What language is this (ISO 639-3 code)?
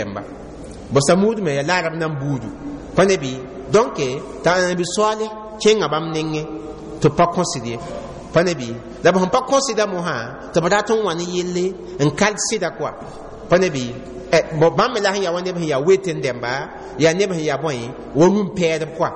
mos